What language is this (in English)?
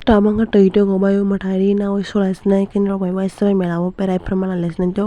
Kok Borok